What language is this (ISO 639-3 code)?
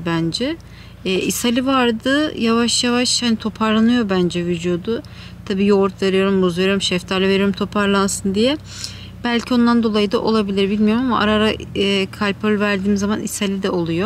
tur